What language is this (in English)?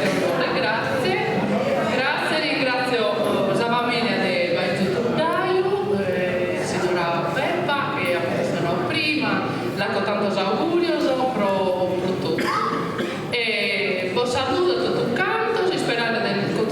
Sardinian